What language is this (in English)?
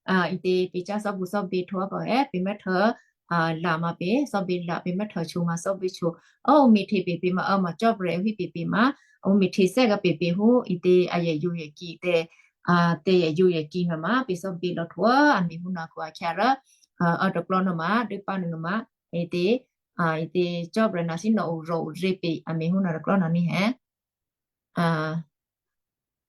Western Kayah